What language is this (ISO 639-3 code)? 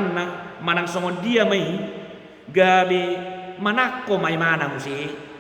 bbc